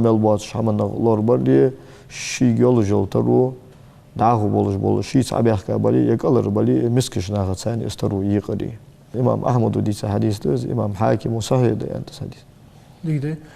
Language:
Ingush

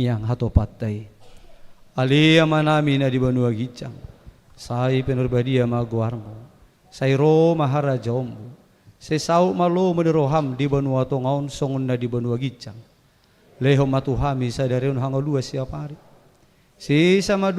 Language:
Batak Toba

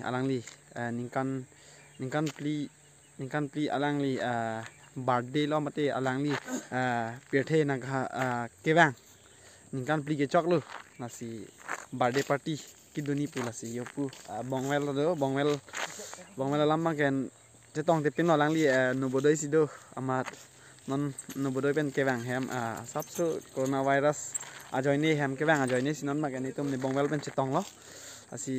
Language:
Karbi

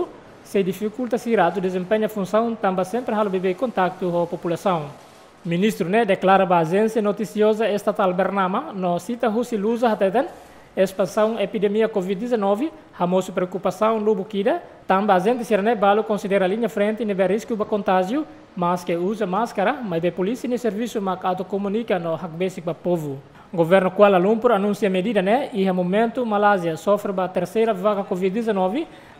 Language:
Tetum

